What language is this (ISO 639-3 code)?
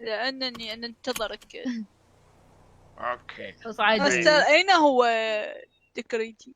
acm